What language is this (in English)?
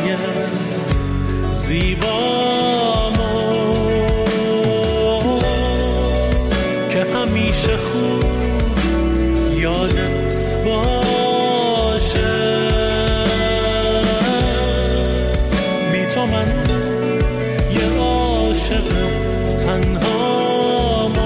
Persian